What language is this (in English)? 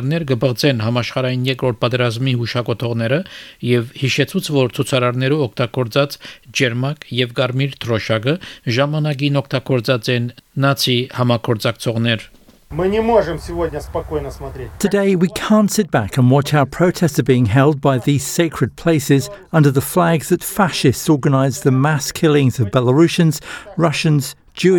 Armenian